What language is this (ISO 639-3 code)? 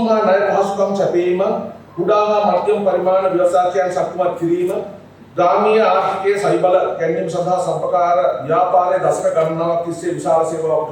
sin